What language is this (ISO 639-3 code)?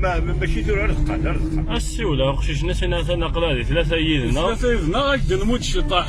kab